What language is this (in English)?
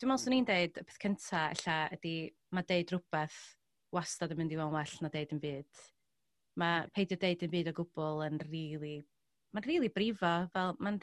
Welsh